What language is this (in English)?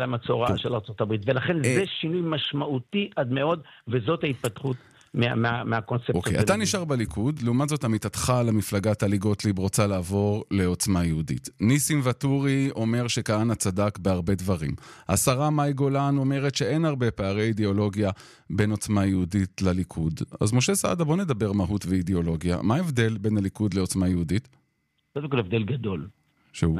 Hebrew